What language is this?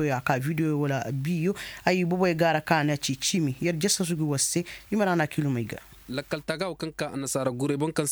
Koyraboro Senni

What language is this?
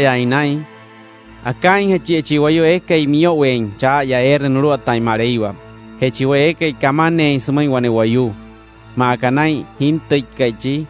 Wayuu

